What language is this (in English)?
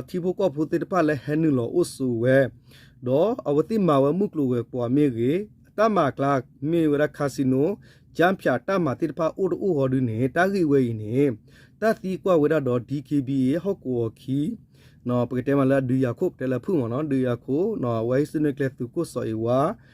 S'gaw Karen